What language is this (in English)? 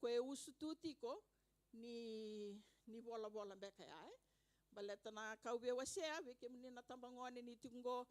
Fijian